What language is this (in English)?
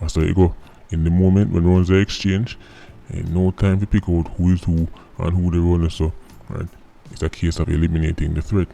Jamaican Creole English